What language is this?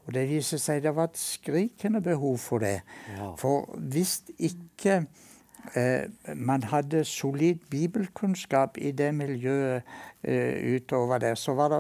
Norwegian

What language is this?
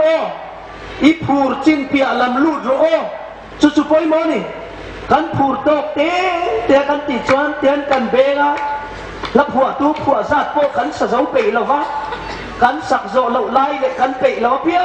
Hmar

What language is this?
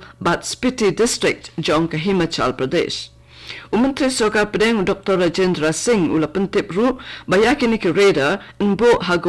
Khasi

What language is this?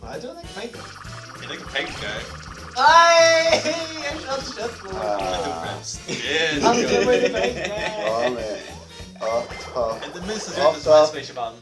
Faroese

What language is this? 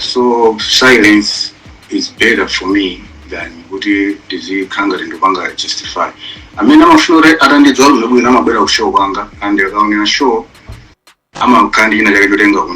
Nyanja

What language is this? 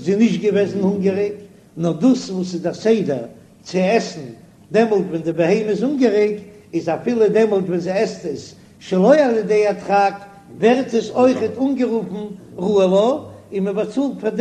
Yiddish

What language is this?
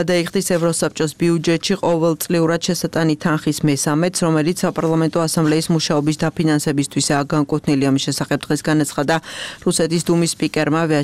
Georgian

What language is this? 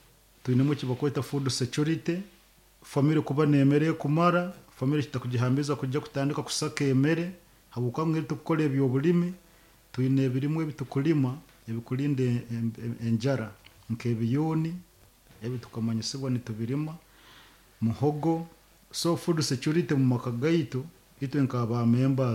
Nyoro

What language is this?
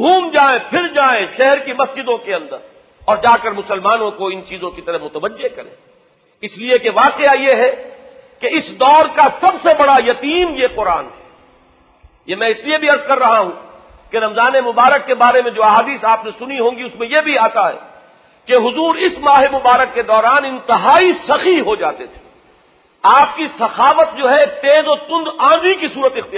Urdu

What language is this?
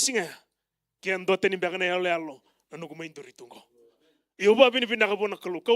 Fijian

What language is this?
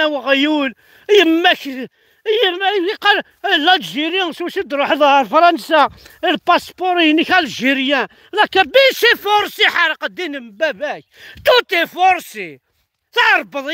Kabyle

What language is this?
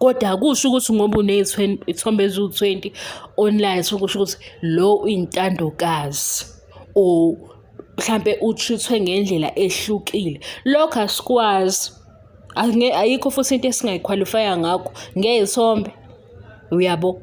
Zulu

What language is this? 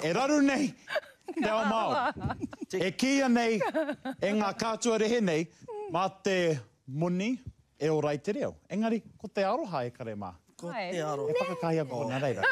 Māori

